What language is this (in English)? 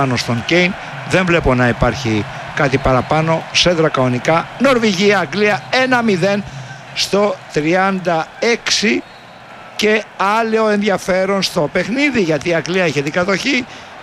Greek